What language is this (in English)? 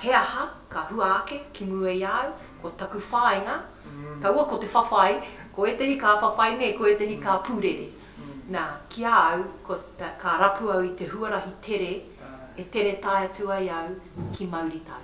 Māori